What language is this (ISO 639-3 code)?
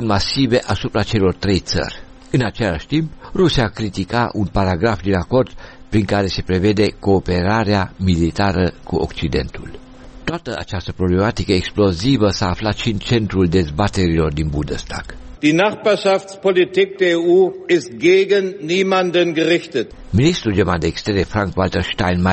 ron